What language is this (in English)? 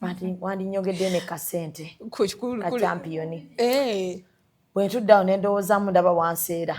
Ganda